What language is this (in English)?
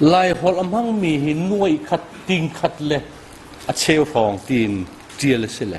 Hakha Chin